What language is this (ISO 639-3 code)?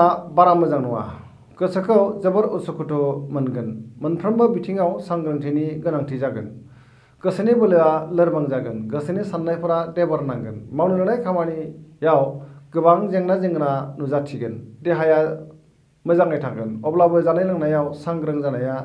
brx